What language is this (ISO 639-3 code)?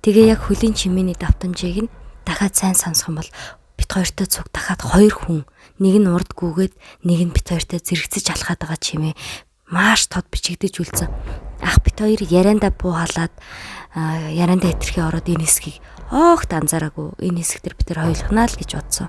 mon